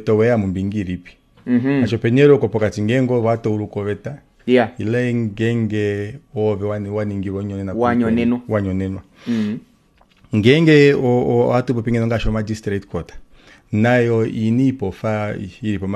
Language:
Kuanyama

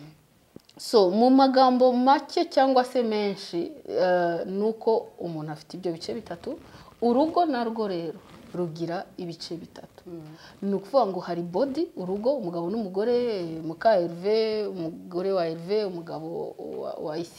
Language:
Kinyarwanda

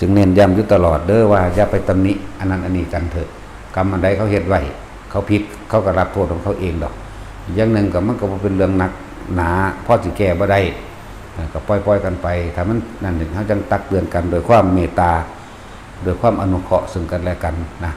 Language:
Northeastern Thai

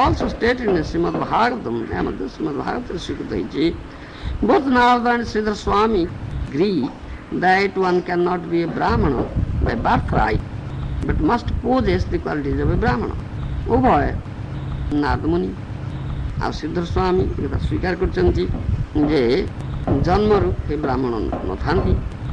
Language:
Odia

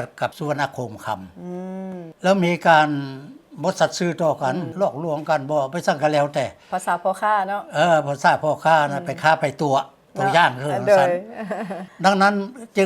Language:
Lao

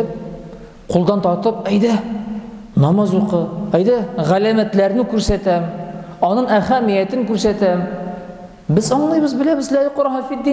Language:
Tatar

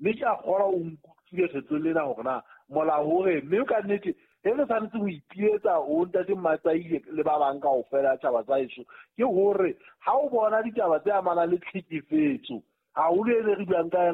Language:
Southern Sotho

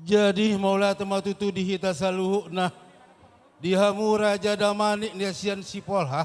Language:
Batak Toba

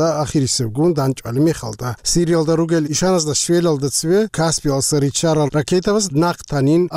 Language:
Avaric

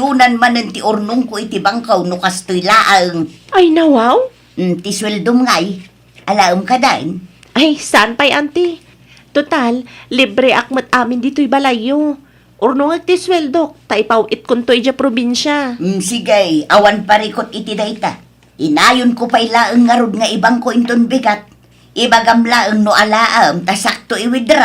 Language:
Iloko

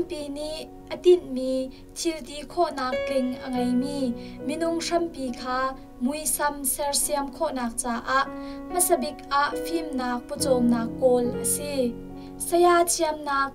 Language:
Hakha Chin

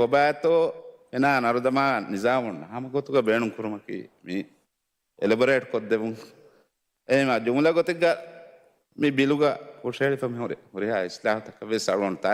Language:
Divehi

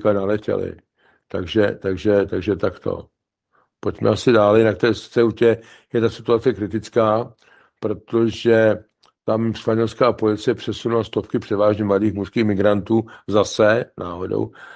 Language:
Czech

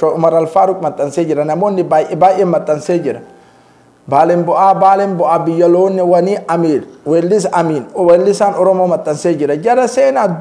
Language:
Oromo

